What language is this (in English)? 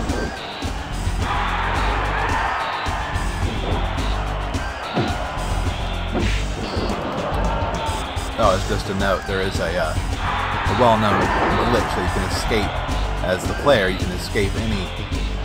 English